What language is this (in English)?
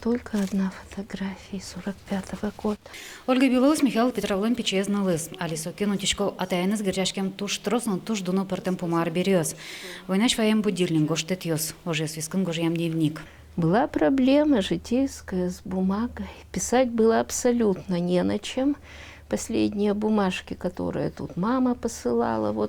Udmurt